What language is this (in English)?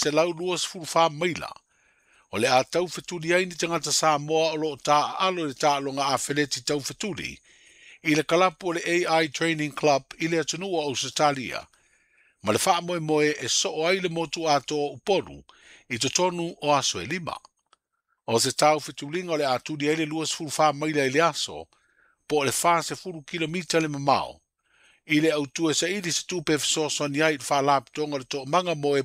Samoan